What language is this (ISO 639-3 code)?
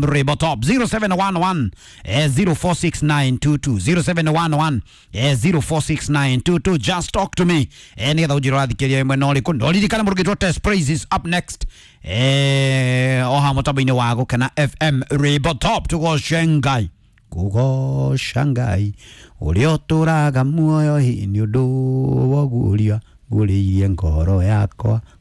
kik